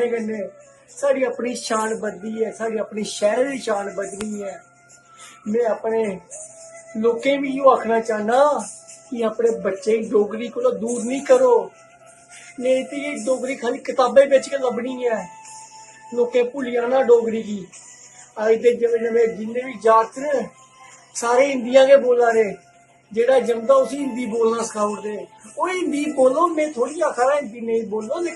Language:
Dogri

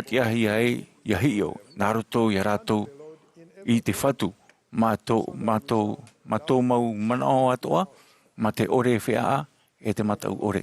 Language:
Tahitian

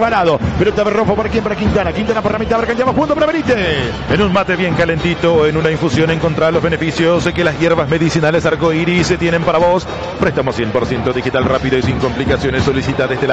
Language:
Spanish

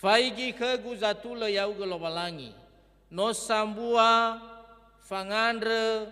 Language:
Nias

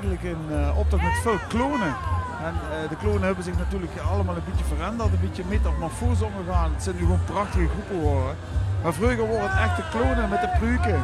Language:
Limburgish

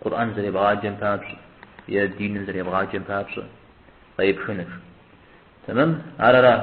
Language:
Kabardian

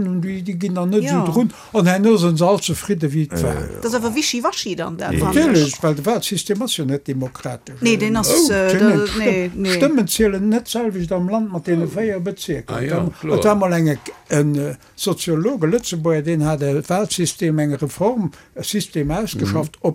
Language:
Luxembourgish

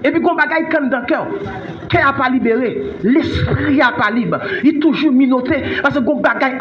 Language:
Haitian Creole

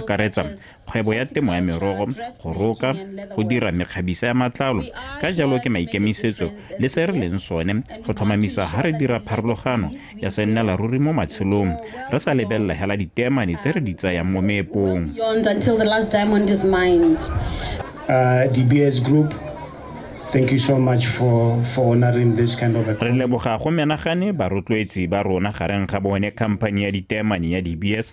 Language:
Tswana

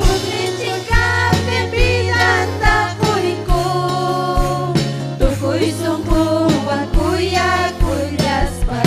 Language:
Ayacucho Quechua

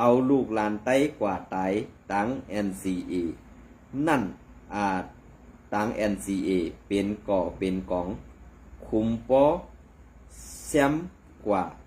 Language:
Shan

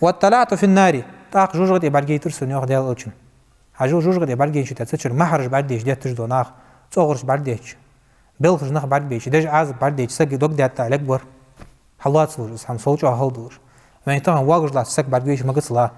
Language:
Ingush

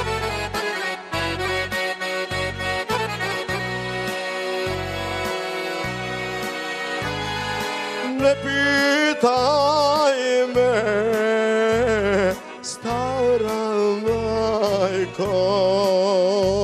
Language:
Bosnian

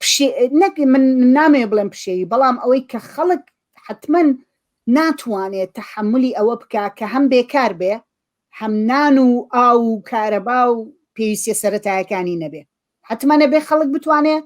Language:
Central Kurdish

